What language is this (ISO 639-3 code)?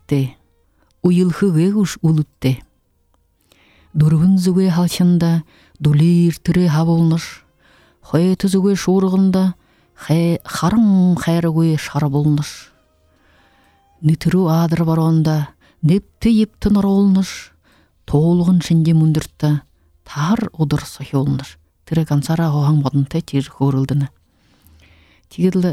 bua